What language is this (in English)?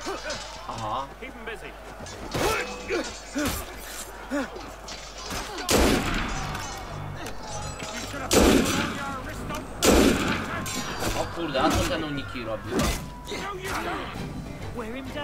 Polish